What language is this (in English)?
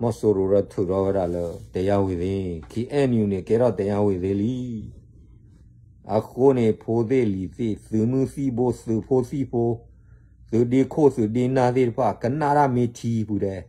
S'gaw Karen